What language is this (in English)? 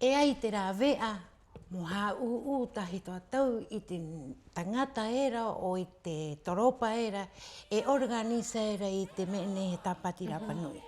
Rapanui